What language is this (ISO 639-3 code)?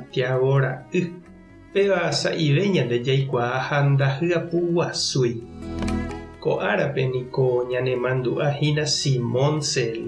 grn